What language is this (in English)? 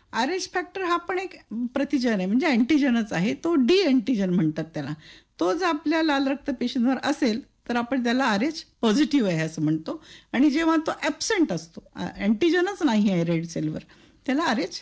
Marathi